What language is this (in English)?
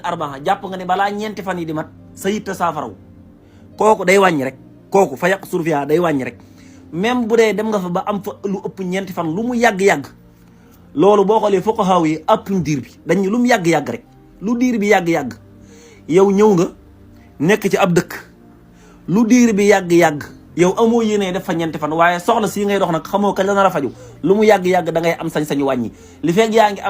Wolof